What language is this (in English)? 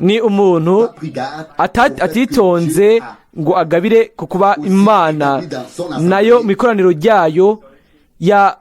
Rundi